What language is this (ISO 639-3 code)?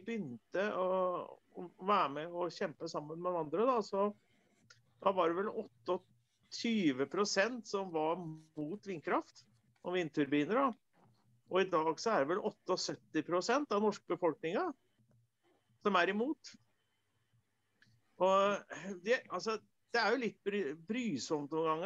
nor